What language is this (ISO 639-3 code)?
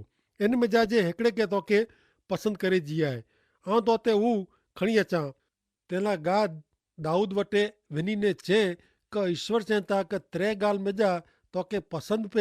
kfr